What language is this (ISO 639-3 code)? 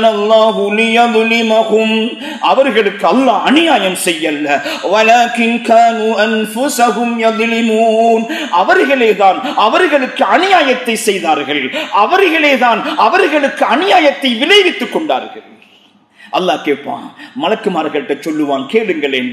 tam